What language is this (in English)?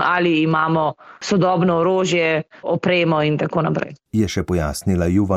Slovenian